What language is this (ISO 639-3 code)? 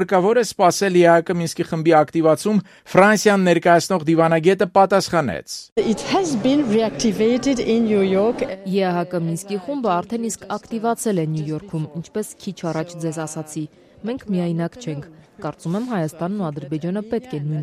hye